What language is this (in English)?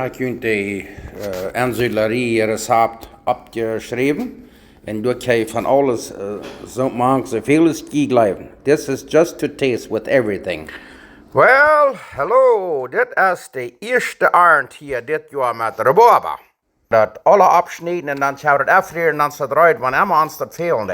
Plautdietsch